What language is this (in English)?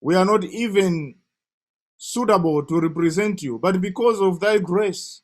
English